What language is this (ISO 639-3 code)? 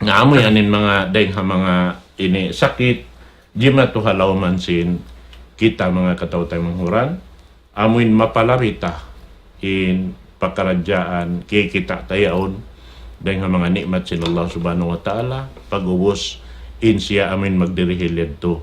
tsg